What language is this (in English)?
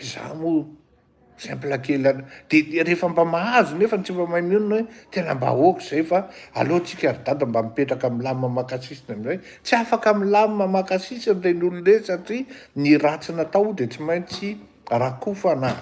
Malagasy